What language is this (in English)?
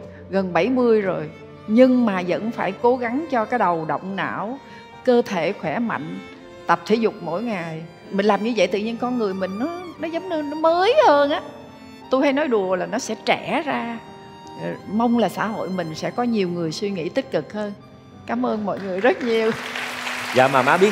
Vietnamese